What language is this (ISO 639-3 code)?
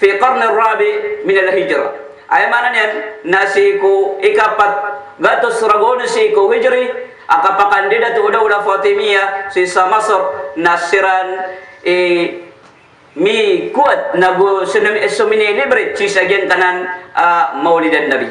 mrw